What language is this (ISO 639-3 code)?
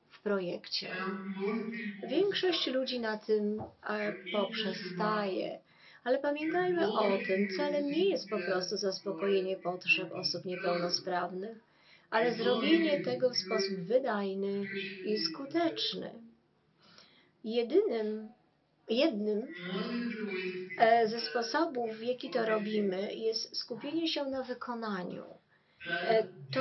pol